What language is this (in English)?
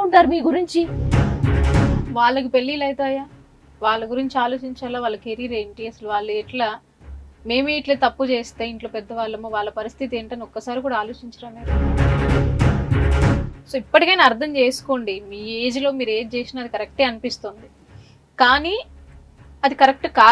Telugu